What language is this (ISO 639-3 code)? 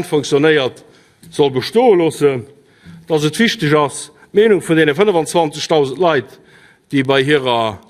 ltz